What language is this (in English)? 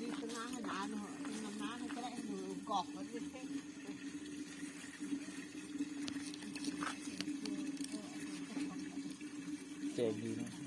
Lao